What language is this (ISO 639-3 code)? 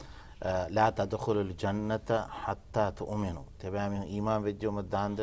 div